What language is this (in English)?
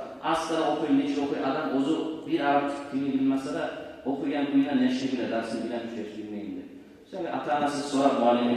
Kumyk